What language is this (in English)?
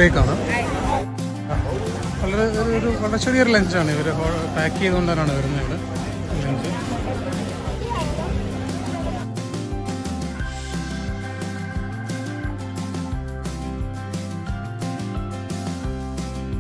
Malayalam